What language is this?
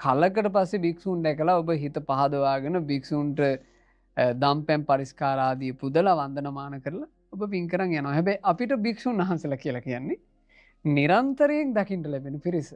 Sinhala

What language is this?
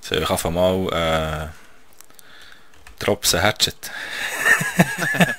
Swiss German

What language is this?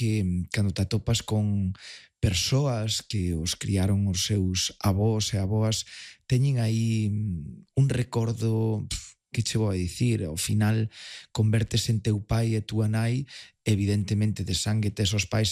Galician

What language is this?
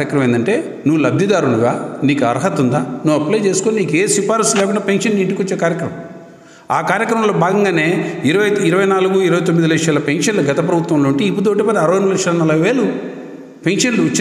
Telugu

